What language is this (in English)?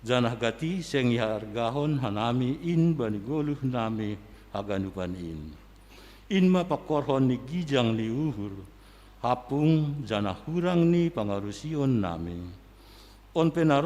Batak Simalungun